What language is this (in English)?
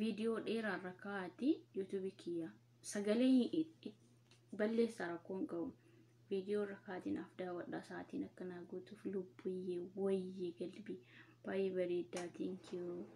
Oromo